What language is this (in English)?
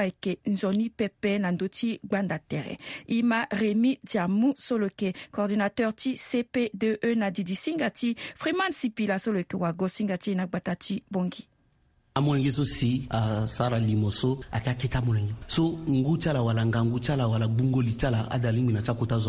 Sango